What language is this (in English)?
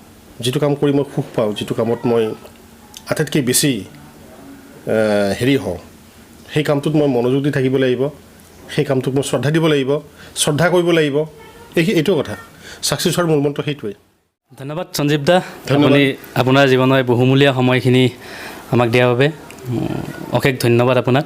Assamese